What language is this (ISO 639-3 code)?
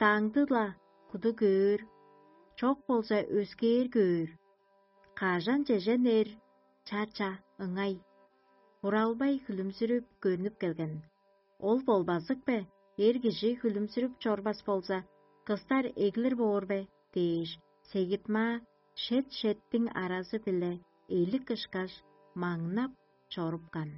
tyv